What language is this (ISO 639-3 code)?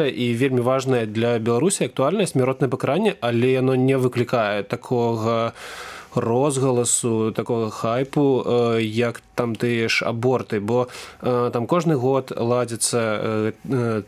bel